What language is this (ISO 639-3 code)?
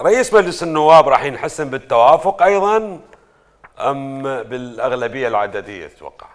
acm